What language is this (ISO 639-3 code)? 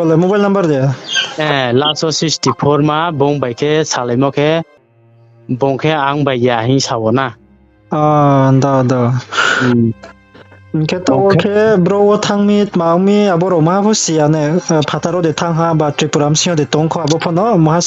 ria